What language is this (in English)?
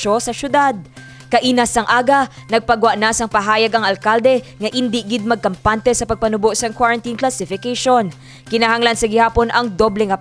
Hiligaynon